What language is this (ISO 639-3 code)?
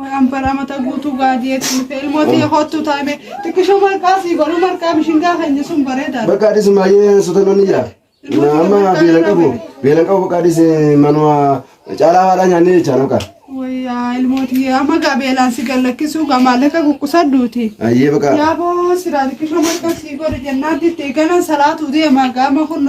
orm